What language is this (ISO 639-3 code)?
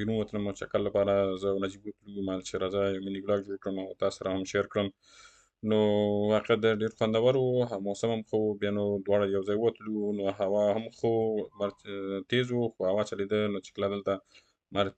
pus